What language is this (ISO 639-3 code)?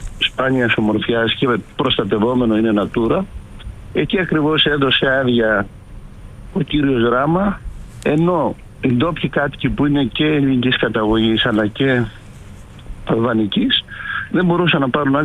ell